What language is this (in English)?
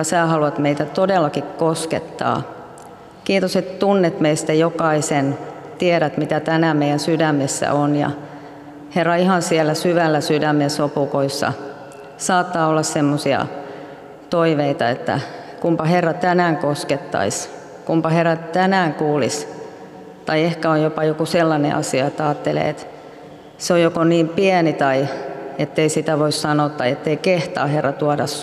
Finnish